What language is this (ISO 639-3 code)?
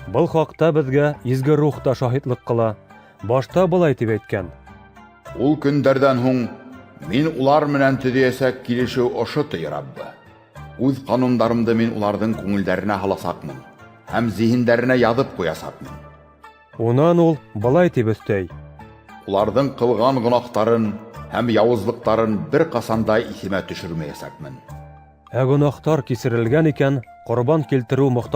bak